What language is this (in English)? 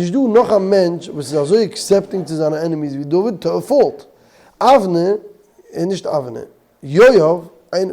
Yiddish